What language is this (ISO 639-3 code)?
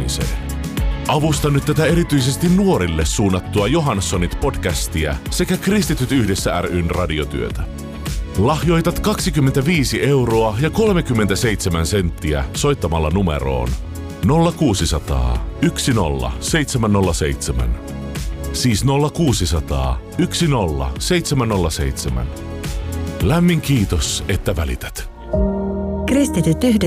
fin